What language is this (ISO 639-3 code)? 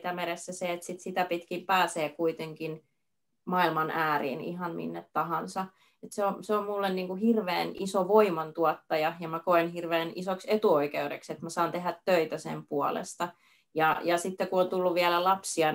fin